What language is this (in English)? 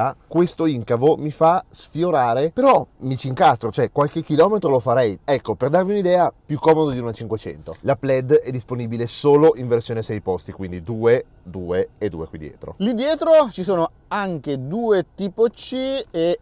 Italian